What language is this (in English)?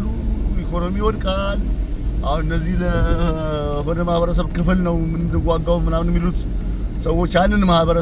Amharic